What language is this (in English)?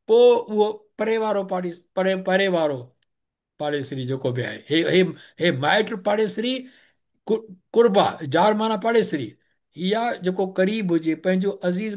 Sindhi